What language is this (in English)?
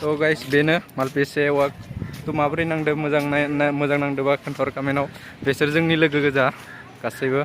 Bodo